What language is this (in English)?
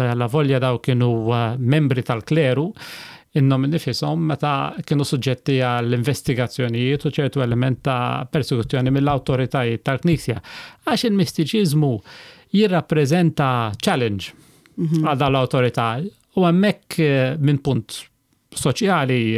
Maltese